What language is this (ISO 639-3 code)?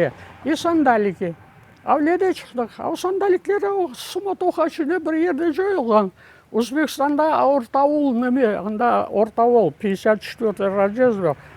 crh